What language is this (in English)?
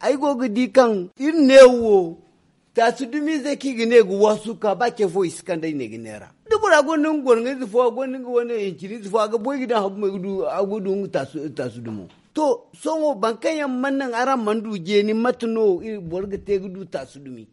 Zarma